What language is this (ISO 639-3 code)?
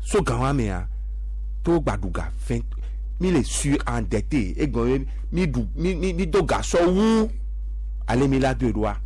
gej